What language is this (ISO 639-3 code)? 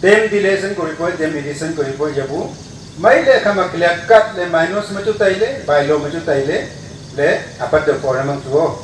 nnp